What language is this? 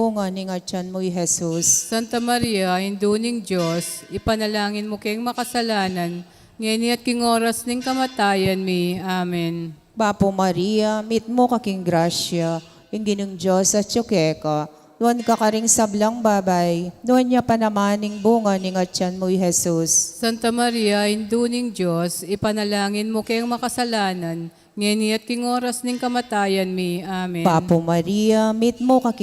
Pampanga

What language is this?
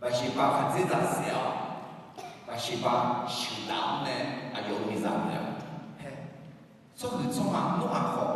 Akha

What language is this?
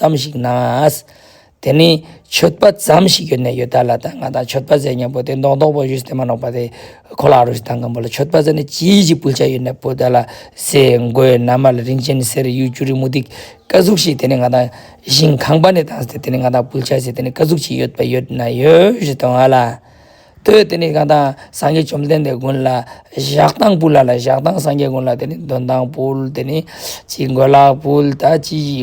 Ladakhi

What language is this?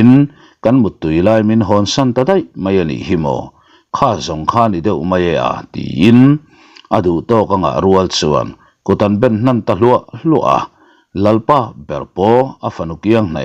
Mizo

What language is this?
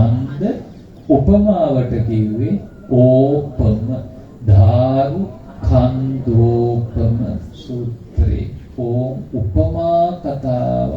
Sinhala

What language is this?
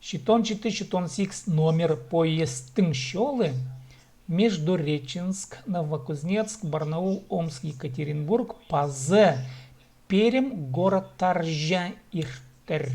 Khakas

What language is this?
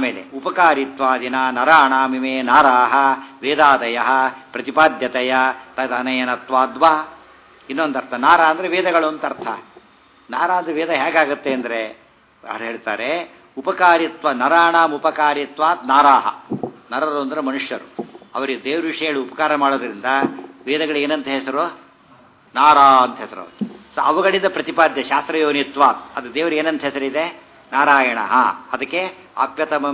Kannada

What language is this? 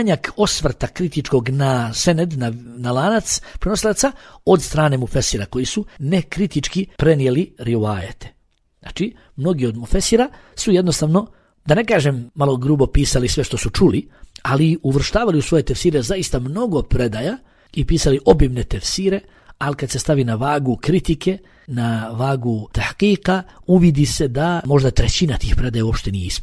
Bosnian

